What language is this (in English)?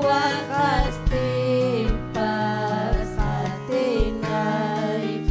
Ayacucho Quechua